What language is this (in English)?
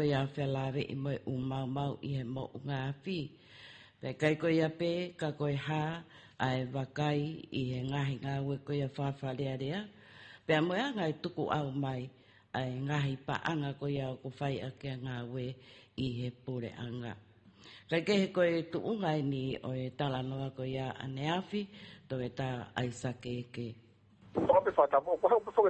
Tongan